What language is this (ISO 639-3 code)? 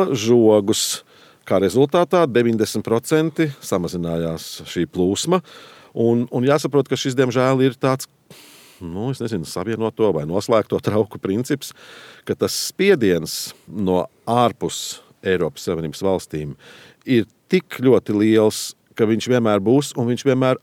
lav